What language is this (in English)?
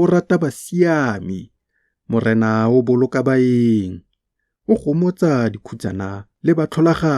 Tswana